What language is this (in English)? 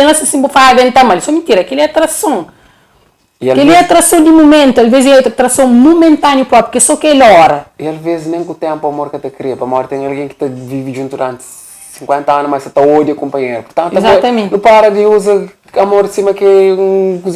Kabuverdianu